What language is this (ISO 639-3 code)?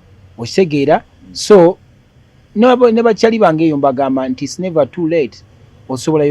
lug